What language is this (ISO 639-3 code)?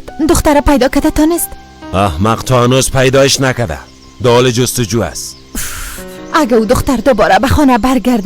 fas